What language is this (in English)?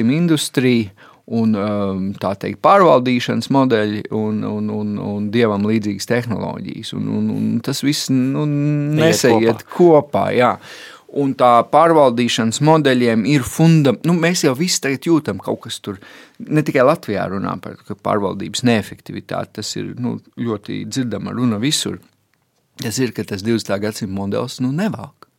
Latvian